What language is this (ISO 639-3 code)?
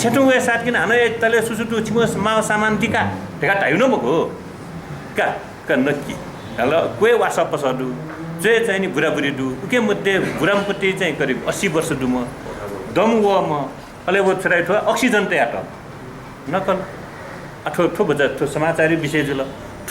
new